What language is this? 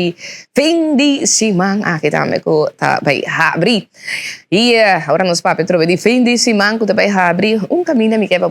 Papiamento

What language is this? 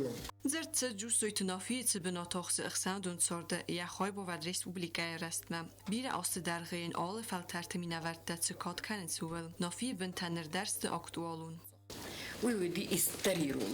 Ossetic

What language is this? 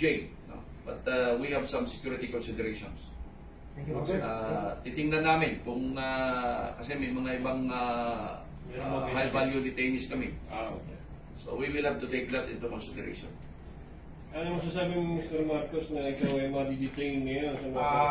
Filipino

